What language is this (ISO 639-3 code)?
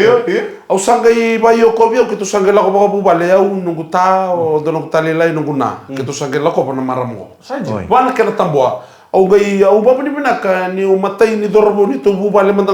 fij